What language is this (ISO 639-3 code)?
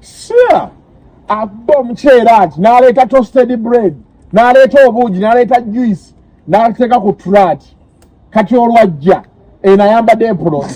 lug